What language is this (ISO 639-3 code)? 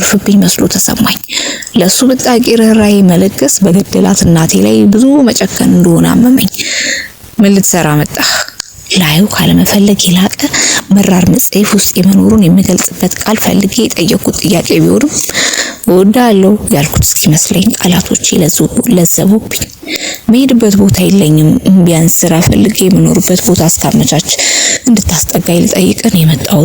amh